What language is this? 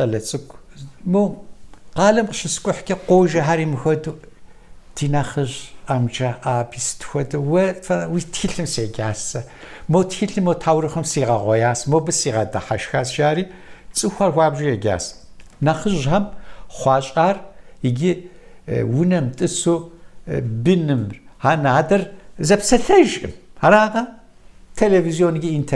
Kabardian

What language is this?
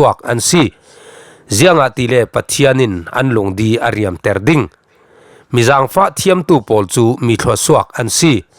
Falam Chin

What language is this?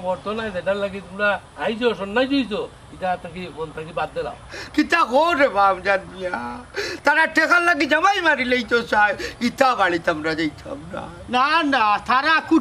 Sylheti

